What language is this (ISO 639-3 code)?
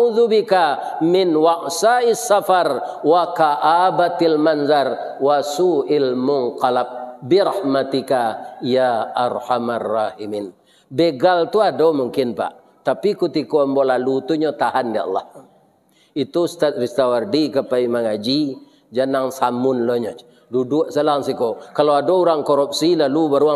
min